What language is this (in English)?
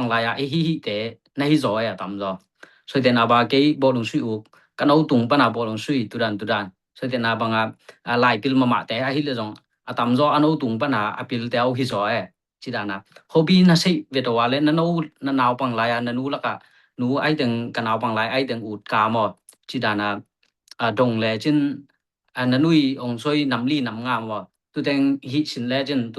Tedim Chin